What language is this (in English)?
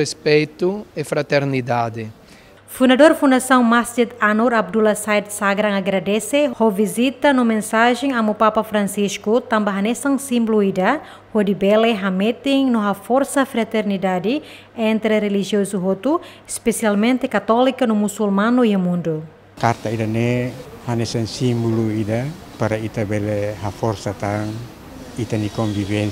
Tetum